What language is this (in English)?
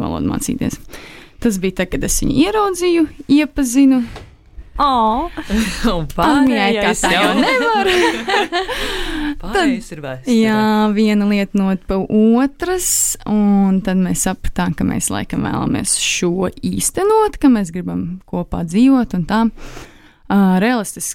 Latvian